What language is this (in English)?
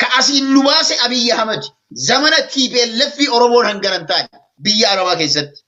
Oromo